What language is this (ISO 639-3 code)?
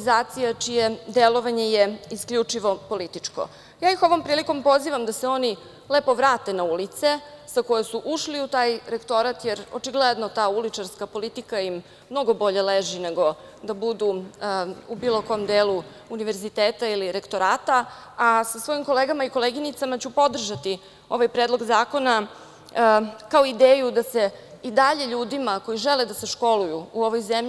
srp